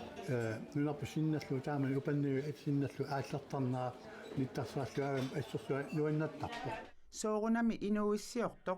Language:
Kalaallisut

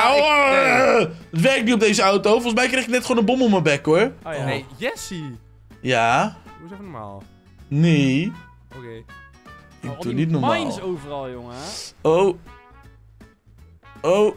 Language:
Dutch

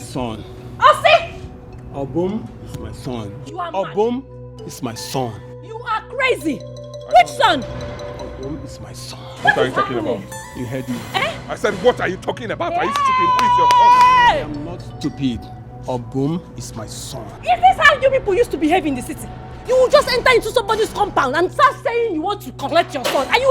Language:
Nigerian Pidgin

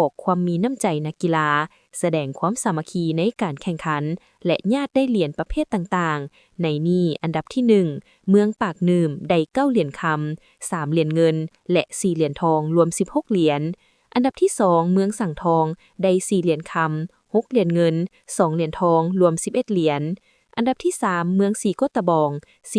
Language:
Lao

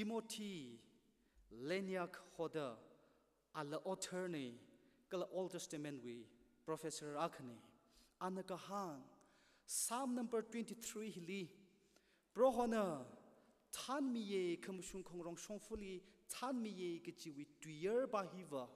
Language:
Tangkhul Naga (India)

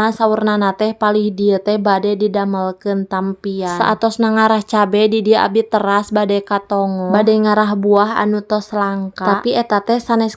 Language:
Sundanese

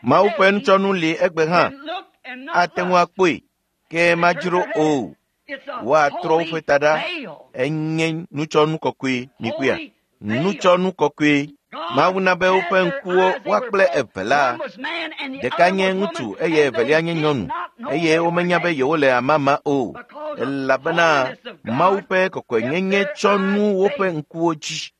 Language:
Ewe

